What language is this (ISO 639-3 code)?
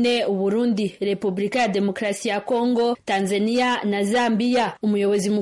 kin